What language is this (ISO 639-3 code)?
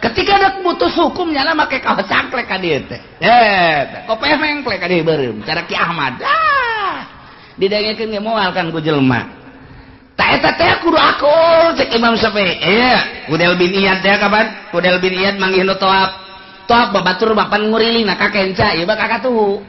sun